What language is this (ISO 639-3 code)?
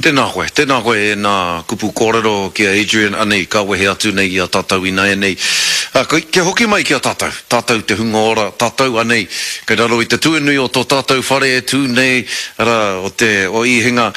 mri